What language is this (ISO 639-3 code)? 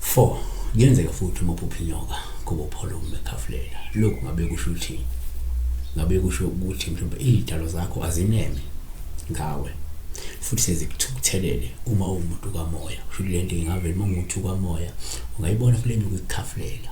zul